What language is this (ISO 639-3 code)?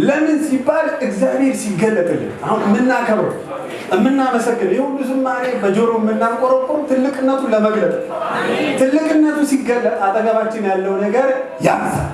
amh